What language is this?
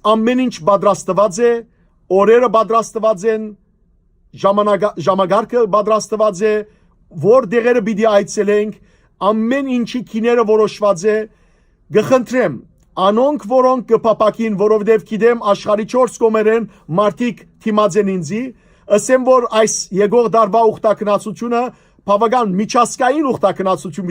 Western Armenian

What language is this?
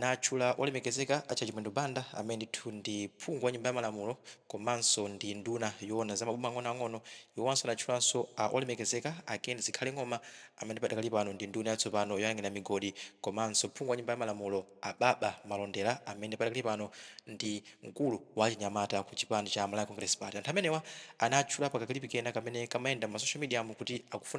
Nyanja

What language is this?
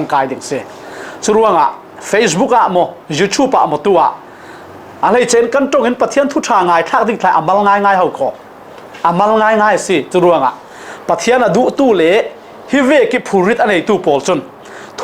Falam Chin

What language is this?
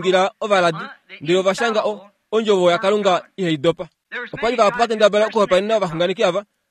Kuanyama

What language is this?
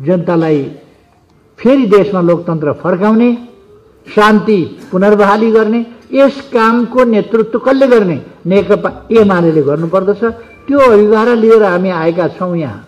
Nepali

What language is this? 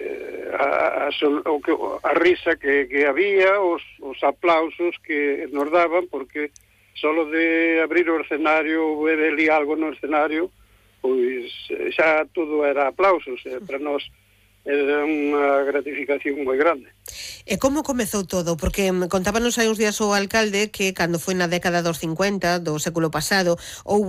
Galician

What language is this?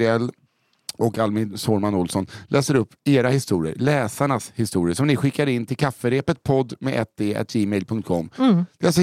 Swedish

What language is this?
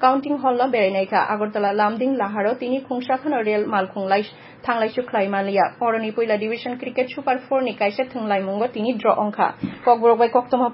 Kok Borok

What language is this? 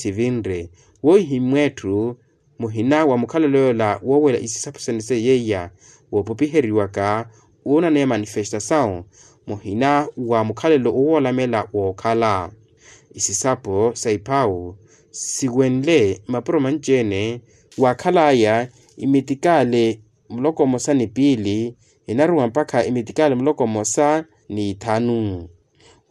Makhuwa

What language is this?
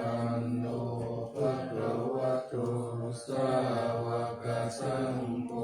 Pali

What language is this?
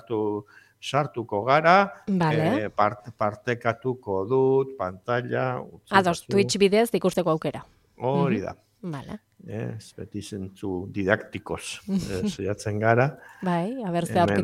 Basque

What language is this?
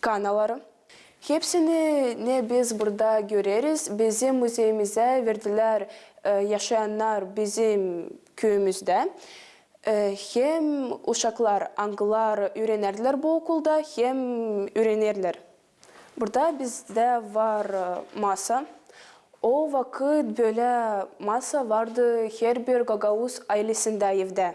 Gagauz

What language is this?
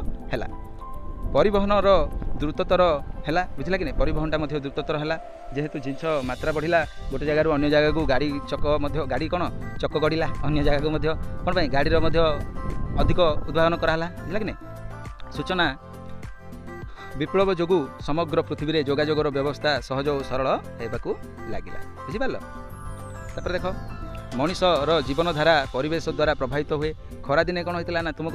Odia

